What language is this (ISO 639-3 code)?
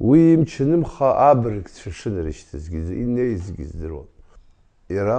abk